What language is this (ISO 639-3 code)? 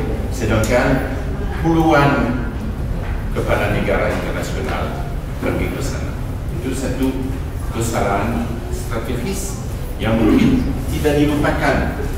ind